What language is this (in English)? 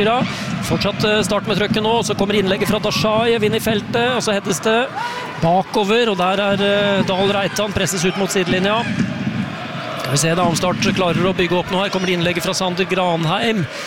Norwegian